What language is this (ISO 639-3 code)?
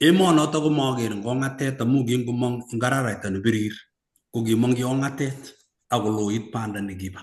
kln